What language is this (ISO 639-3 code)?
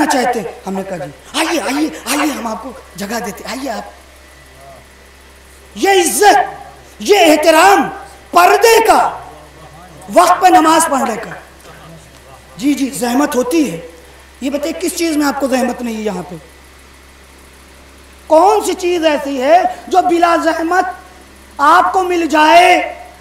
urd